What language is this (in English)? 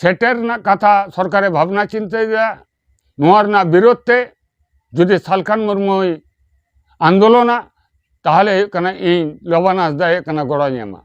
Santali